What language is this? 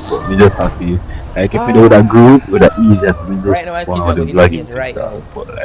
Jamaican Creole English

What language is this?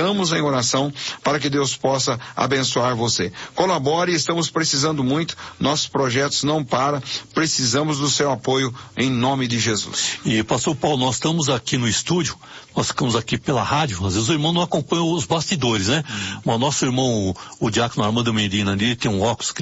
Portuguese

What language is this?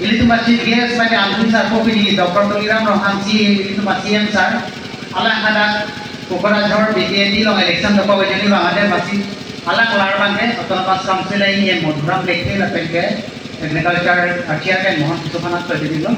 Karbi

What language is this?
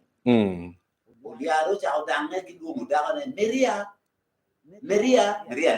Acoli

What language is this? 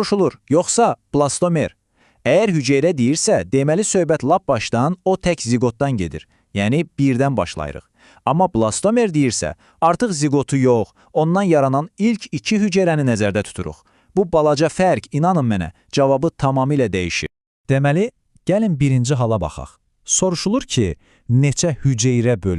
Azerbaijani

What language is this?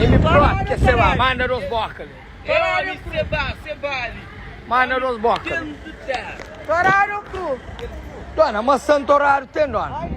Kabuverdianu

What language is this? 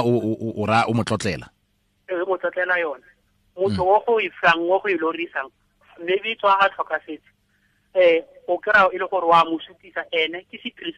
Tswana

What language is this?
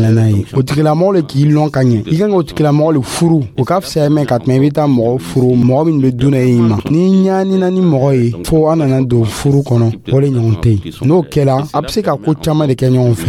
Dyula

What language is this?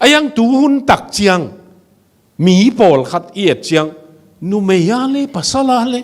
Tedim Chin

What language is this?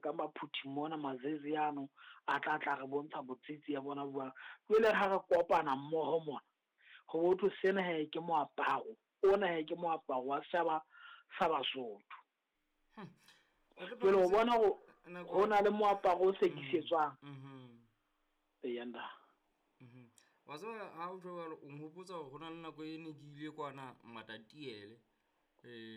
Southern Sotho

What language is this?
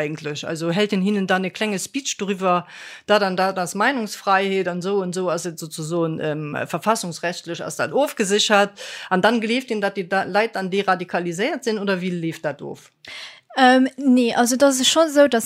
Luxembourgish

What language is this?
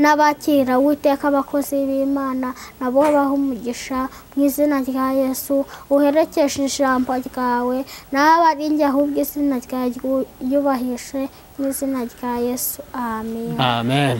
Kinyarwanda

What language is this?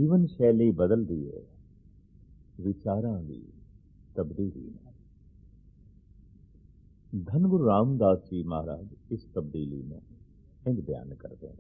Punjabi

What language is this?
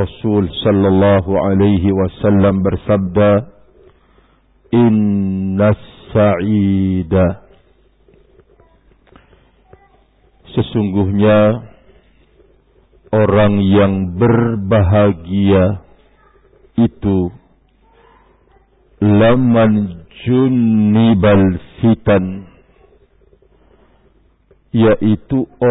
Indonesian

